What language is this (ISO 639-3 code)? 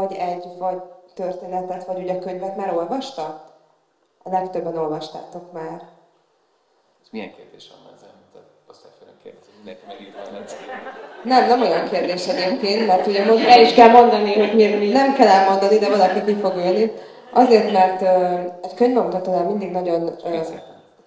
hun